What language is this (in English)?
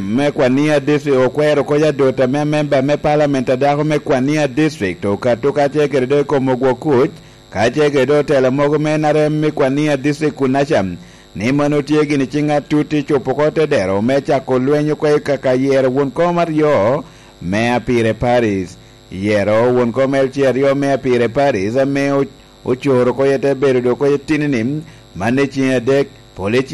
Lango (Uganda)